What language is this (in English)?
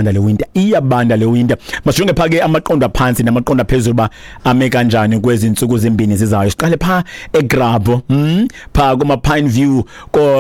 Xhosa